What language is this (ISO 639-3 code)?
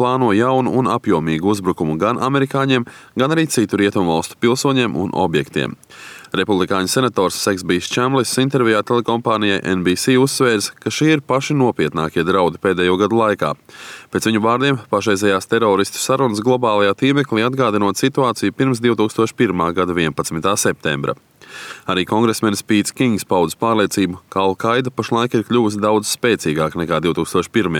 lav